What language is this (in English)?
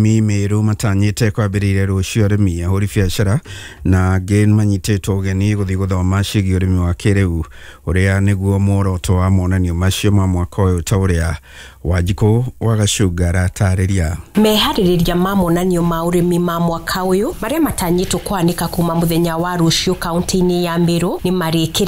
Kikuyu